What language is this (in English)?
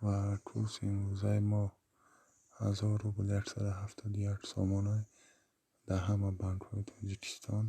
Tajik